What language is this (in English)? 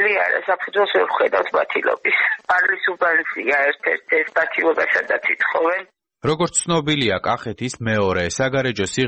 Georgian